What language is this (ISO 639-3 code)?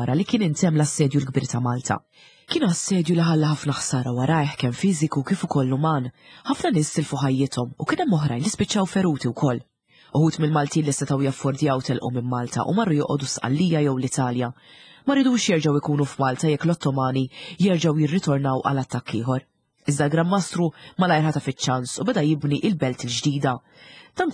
mlt